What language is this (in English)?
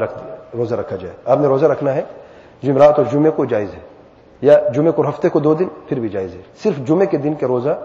Urdu